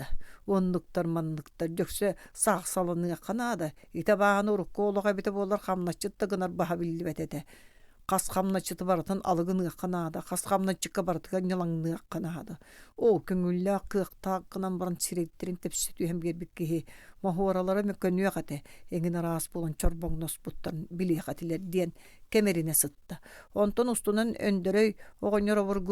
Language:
Yakut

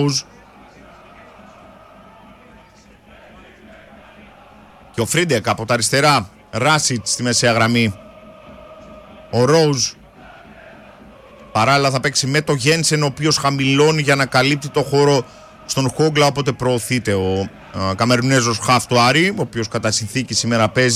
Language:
Greek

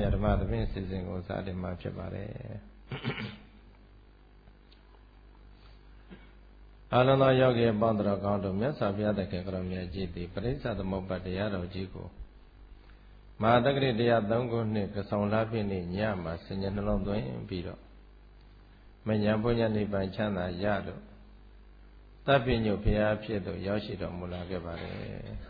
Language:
Burmese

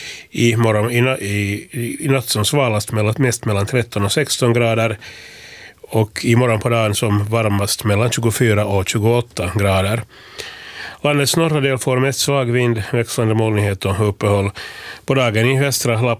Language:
Swedish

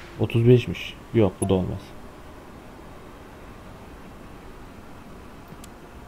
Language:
Turkish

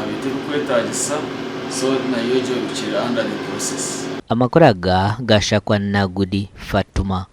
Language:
Nyankole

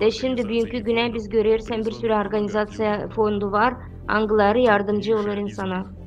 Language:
Gagauz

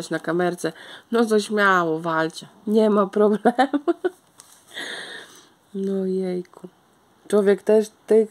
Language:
Polish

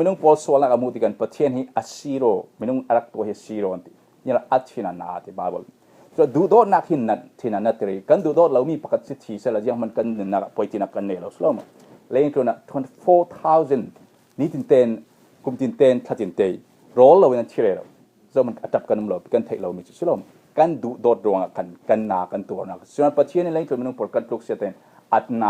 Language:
Falam Chin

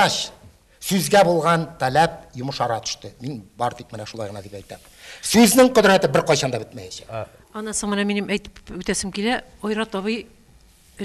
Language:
Tatar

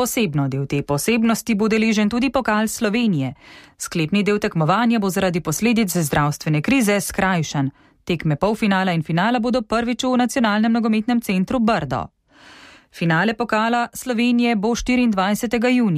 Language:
Slovenian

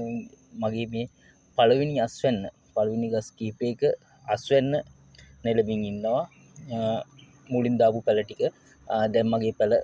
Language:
Sinhala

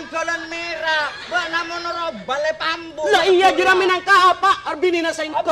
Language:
Madurese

